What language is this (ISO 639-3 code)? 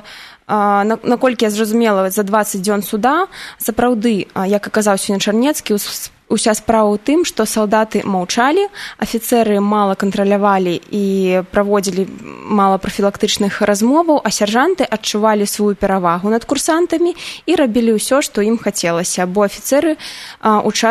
bel